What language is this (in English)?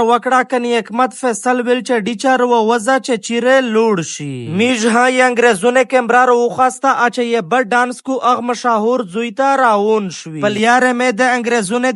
Pashto